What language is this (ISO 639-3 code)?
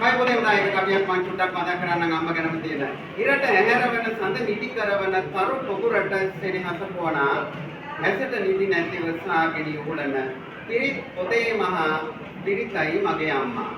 sin